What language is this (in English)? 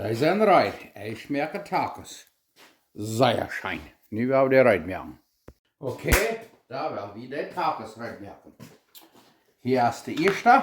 Plautdietsch